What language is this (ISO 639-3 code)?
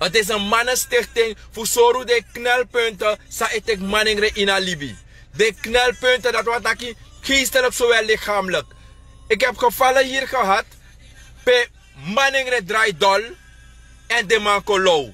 srn